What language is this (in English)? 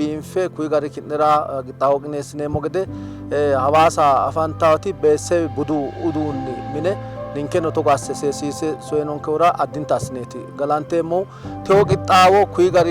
Sidamo